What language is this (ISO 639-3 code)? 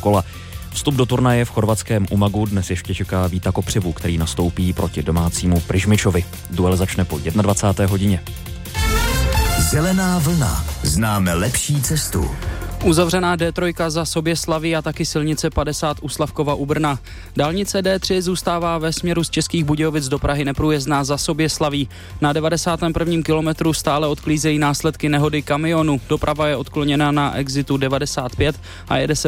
ces